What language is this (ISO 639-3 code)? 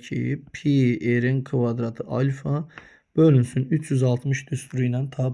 aze